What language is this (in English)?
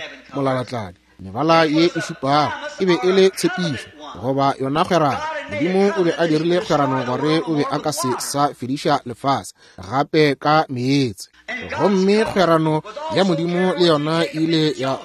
Northern Sotho